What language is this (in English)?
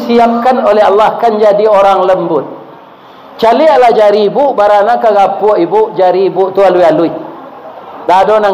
Minangkabau